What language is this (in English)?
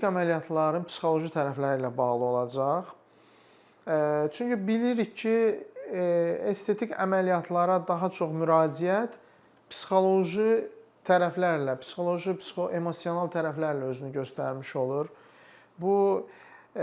Azerbaijani